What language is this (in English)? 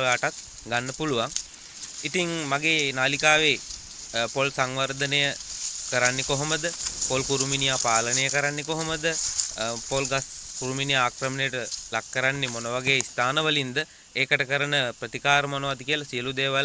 Sinhala